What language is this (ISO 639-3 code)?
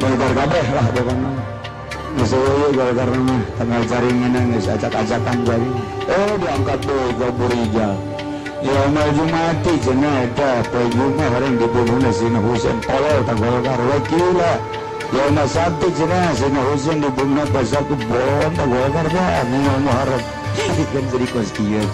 sun